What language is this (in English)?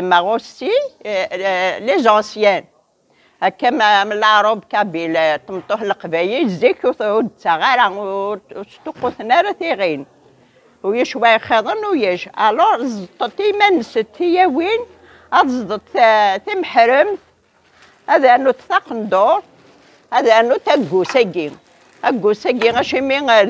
Kabyle